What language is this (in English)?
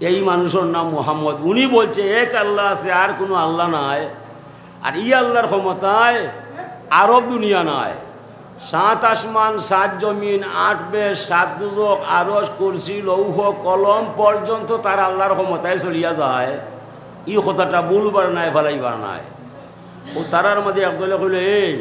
Sylheti